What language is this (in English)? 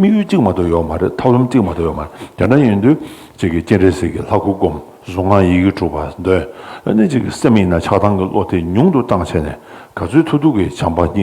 Tibetan